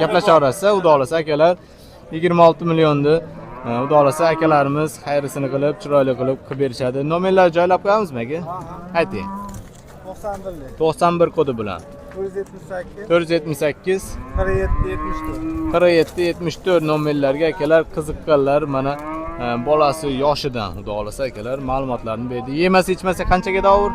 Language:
Uzbek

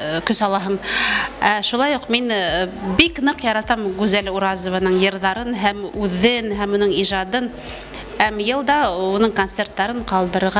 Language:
Bashkir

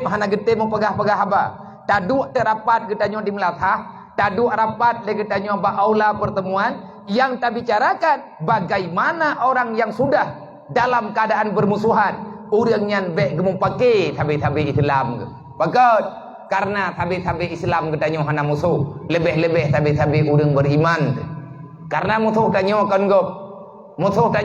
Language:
Achinese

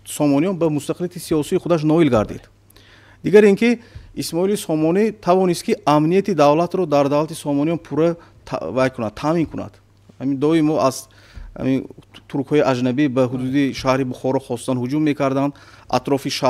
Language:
Tajik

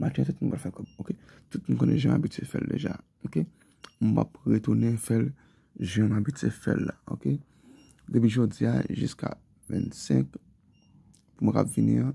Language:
Haitian Creole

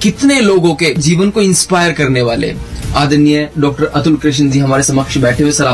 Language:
Hindi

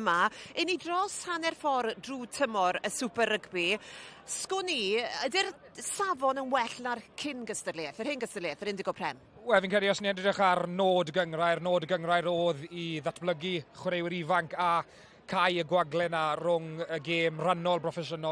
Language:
Welsh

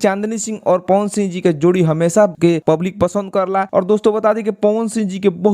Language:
Bhojpuri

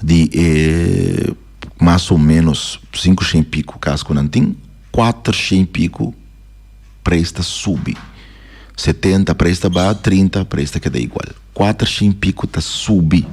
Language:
Papiamento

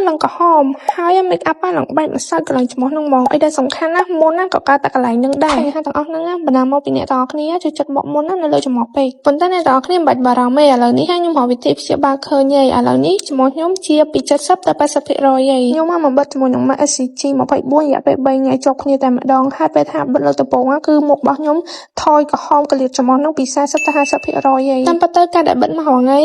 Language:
Khmer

